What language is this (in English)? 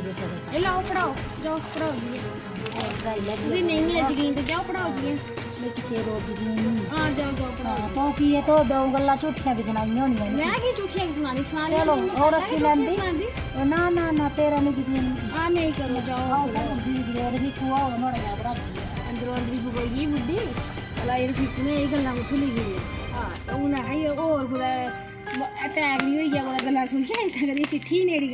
Dogri